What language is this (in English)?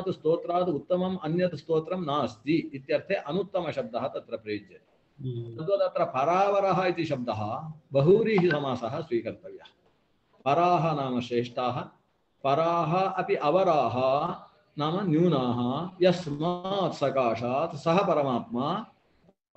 Sanskrit